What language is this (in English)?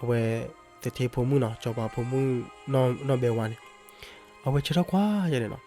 S'gaw Karen